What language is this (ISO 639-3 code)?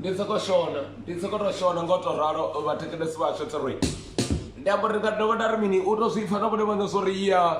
ven